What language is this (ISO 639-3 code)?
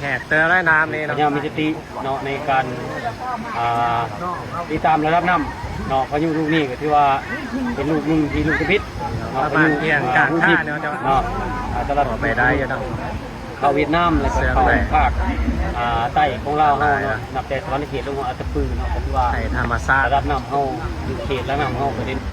lao